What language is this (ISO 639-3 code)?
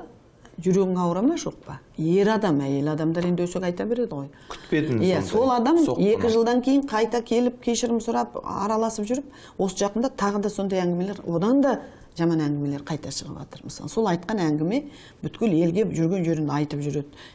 kaz